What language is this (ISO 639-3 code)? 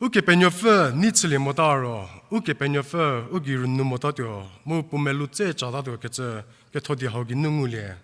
njm